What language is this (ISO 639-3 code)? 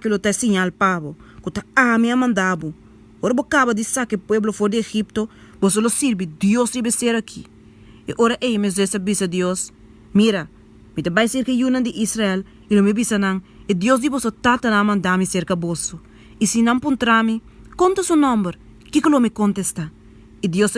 pap